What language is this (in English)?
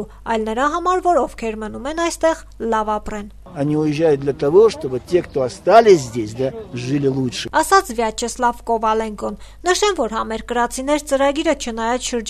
Armenian